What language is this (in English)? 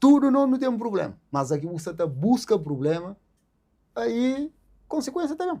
Kabuverdianu